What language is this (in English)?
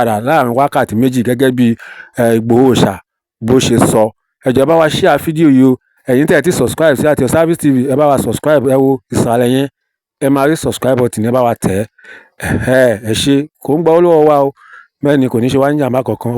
Yoruba